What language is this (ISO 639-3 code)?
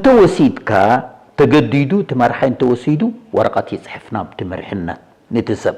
tir